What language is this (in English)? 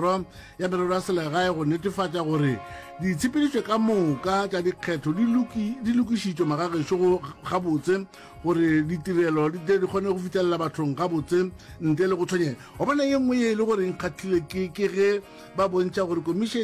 Northern Sotho